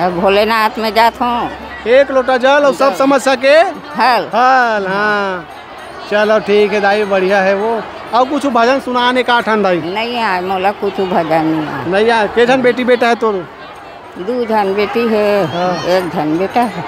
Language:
Chhattisgarhi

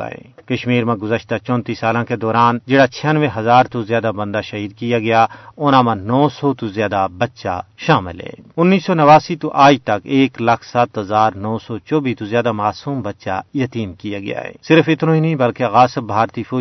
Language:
Gujari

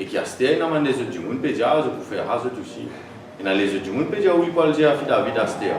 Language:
Morisyen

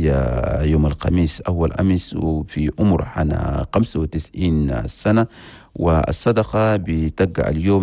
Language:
Chadian Arabic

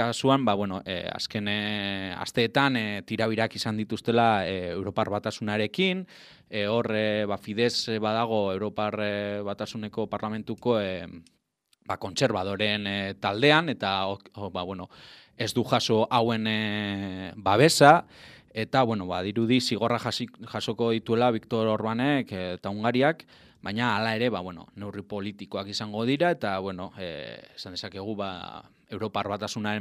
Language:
Basque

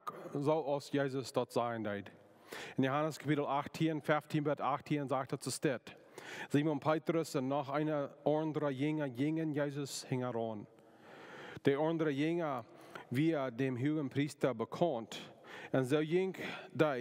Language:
Plautdietsch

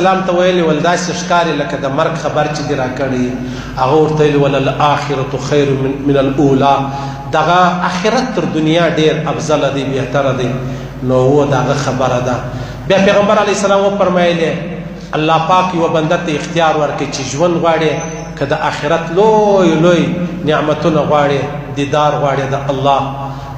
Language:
Pashto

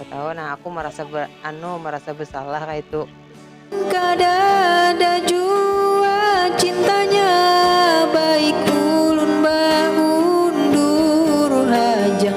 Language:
Banjar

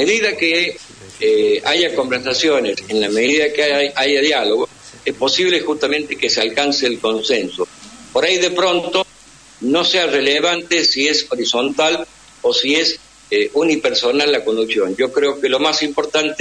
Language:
Spanish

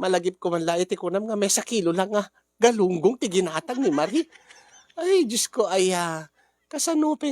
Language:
Iloko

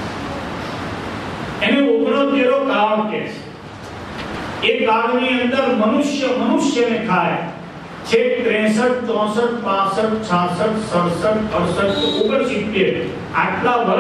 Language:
Gujarati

